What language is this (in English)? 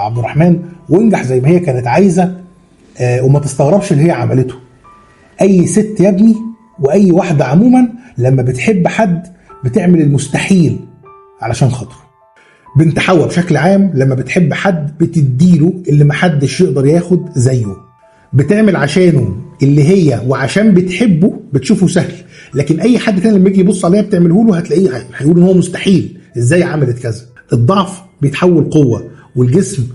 Egyptian Arabic